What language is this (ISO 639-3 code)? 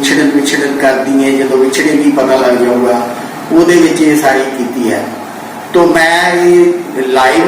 skr